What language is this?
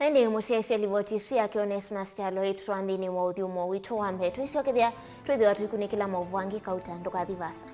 Kamba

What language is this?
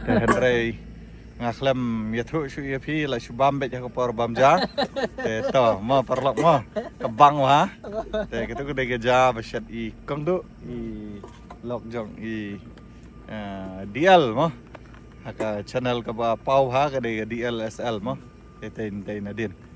Khasi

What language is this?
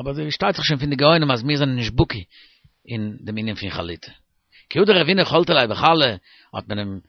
Yiddish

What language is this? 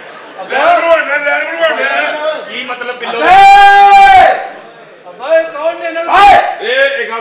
Punjabi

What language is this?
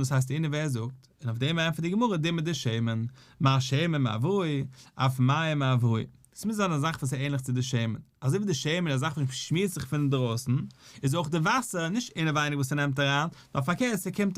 Yiddish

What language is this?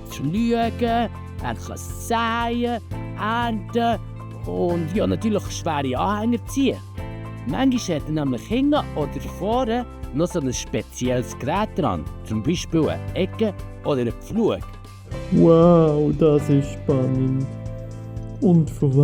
Swiss German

